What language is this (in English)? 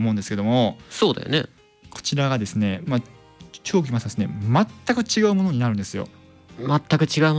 Japanese